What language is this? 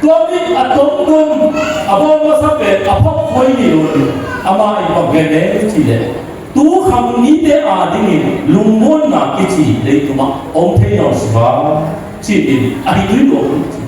Tedim Chin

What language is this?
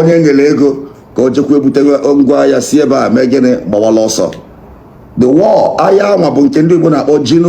Igbo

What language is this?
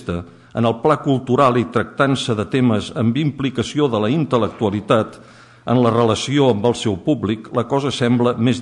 Catalan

